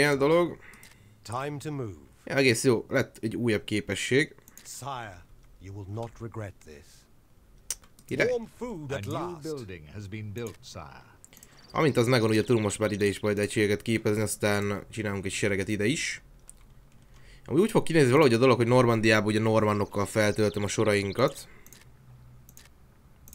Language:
Hungarian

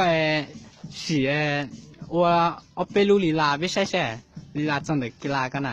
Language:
Hmong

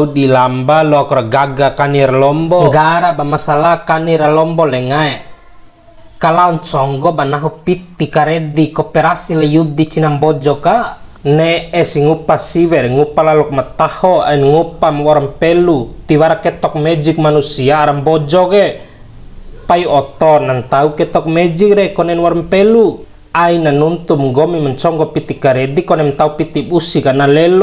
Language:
Bima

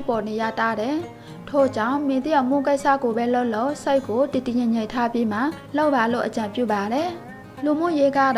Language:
Burmese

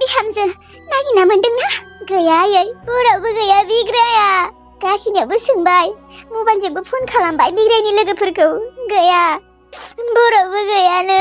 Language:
Bodo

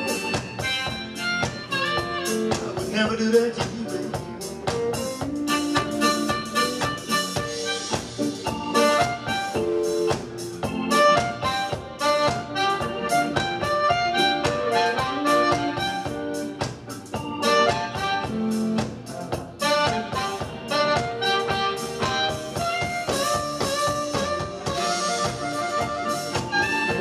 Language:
English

